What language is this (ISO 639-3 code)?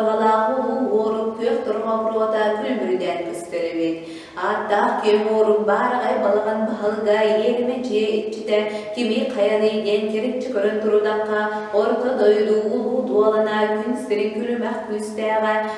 sah